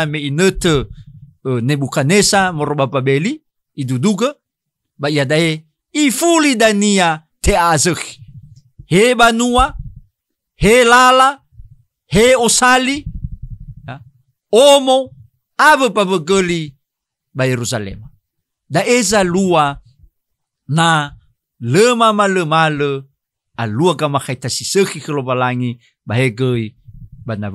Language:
Nias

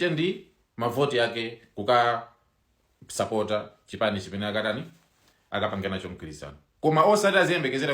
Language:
Nyanja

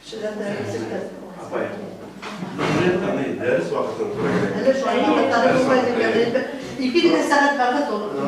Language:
Bashkir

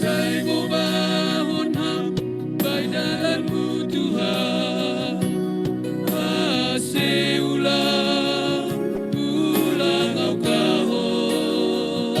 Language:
Batak Simalungun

